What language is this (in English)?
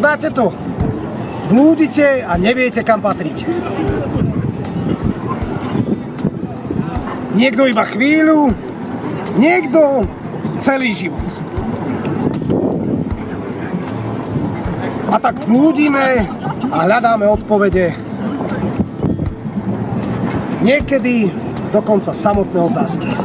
Slovak